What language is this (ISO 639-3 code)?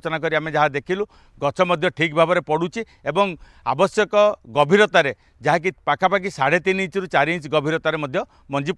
ori